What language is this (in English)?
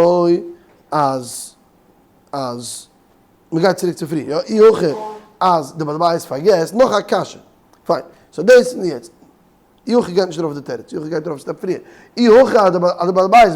Yiddish